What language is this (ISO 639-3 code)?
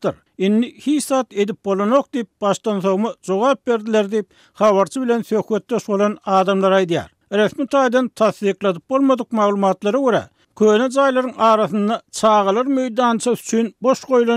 tuk